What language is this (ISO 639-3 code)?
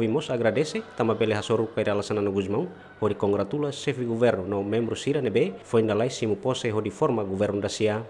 tet